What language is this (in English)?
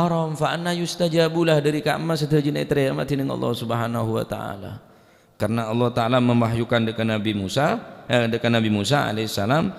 Madurese